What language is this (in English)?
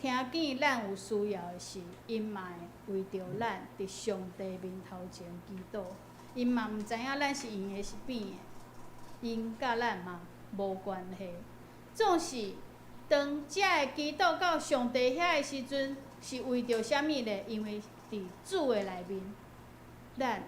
Min Nan Chinese